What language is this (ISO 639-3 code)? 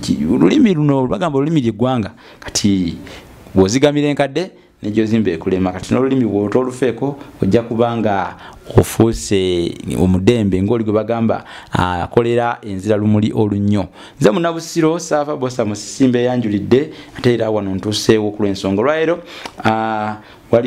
lug